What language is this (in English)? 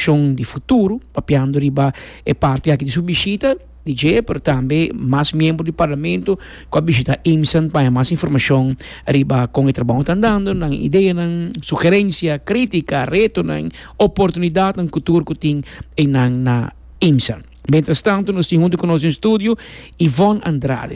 Papiamento